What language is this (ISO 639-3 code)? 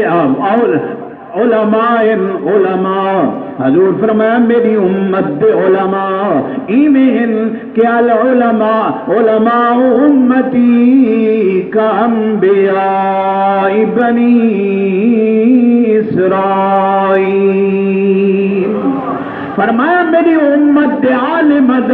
skr